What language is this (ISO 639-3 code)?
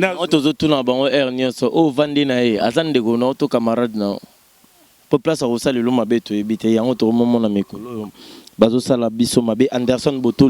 lin